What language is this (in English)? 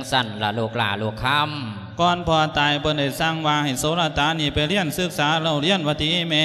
Lao